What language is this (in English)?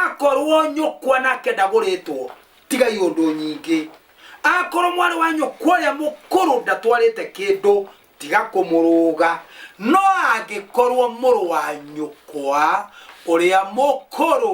Kikuyu